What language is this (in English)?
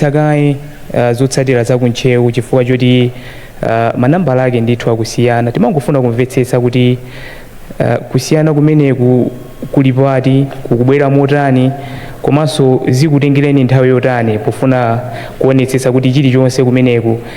Nyanja